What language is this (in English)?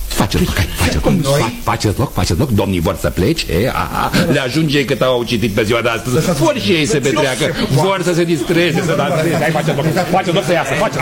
Romanian